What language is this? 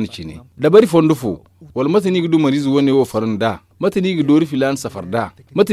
Zarma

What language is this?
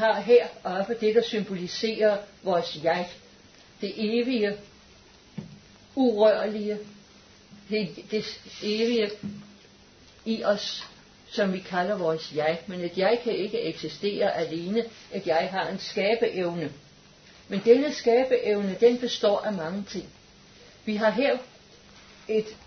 Danish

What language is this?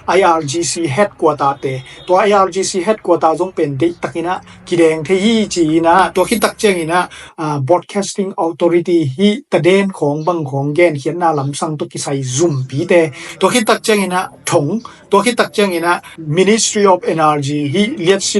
Tedim Chin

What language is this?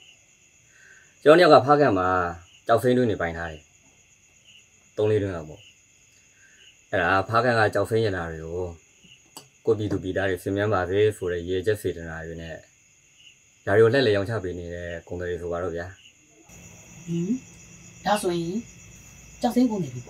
Burmese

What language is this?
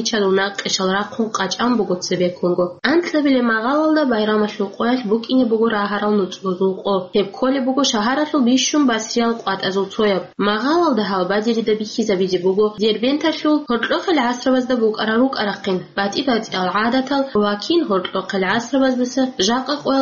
Avaric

